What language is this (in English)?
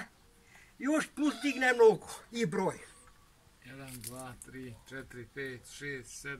Croatian